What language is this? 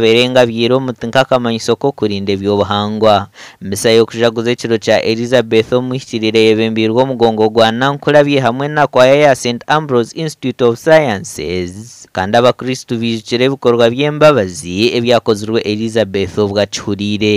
Nyankole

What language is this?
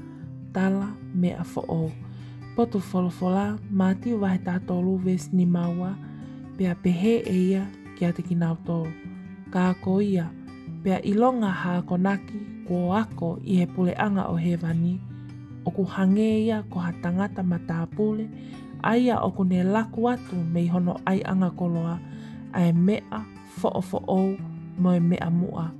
Tongan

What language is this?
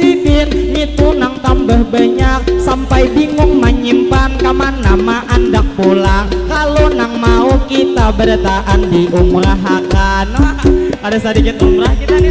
Banjar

